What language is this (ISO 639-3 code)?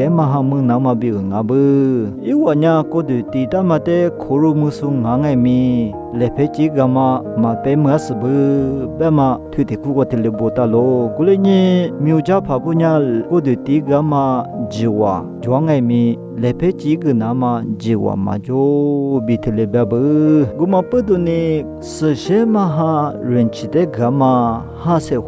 lis